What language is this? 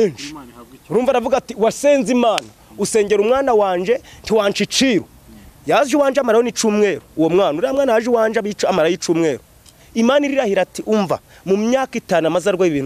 Kinyarwanda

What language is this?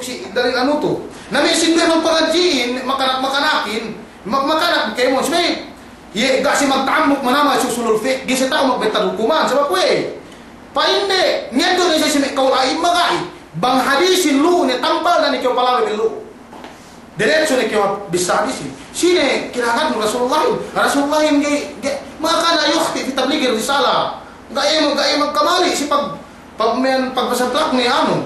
Yakan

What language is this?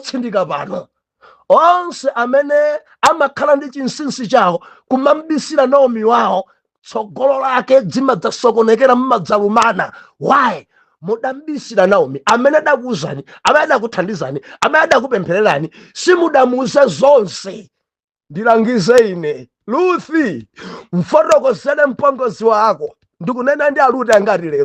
Nyanja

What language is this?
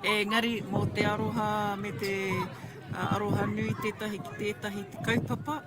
Māori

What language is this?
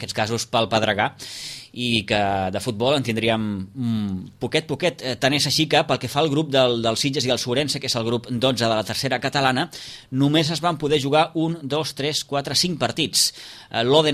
Catalan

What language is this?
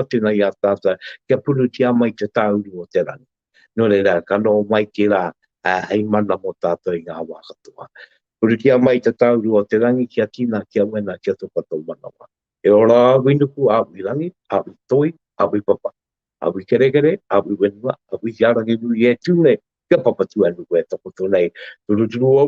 Māori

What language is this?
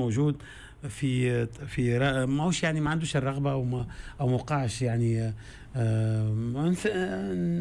Tunisian Arabic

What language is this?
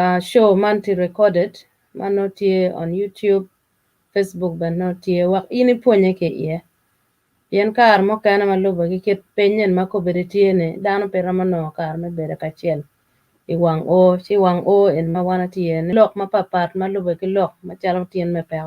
Acoli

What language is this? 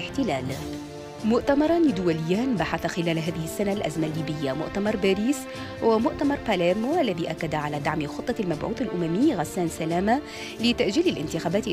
Arabic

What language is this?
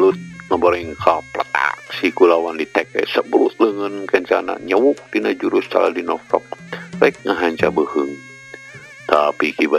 Sundanese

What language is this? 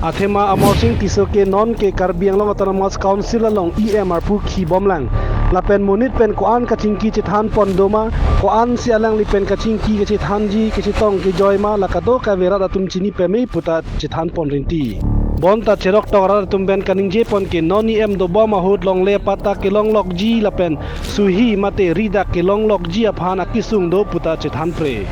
Karbi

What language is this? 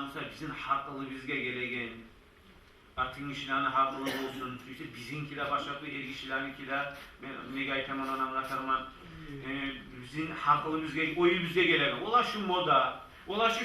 Kumyk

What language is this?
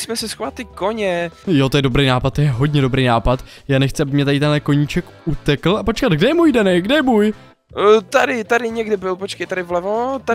Czech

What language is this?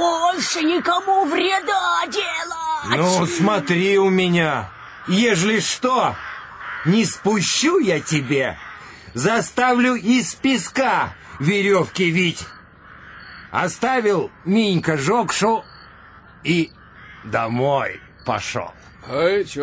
Russian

